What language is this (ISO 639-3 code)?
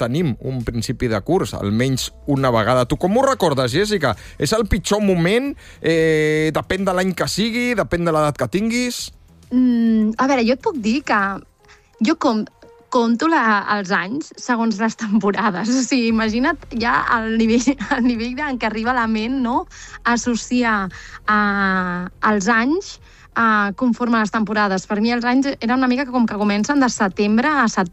cat